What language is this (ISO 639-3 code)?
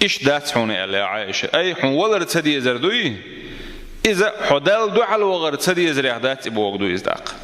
che